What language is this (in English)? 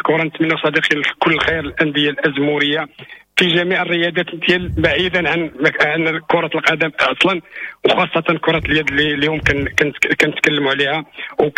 Moroccan Arabic